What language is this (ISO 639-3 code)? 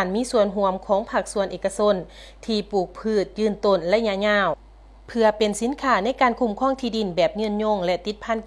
lao